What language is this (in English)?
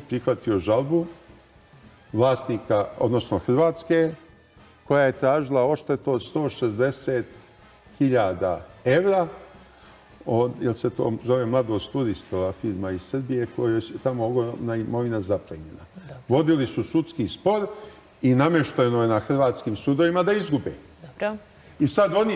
Serbian